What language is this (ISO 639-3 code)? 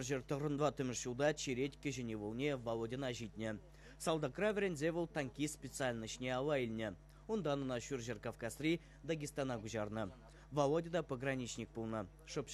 chv